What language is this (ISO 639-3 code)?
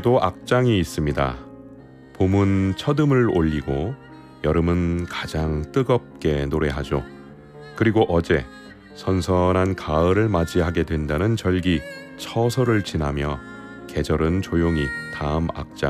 kor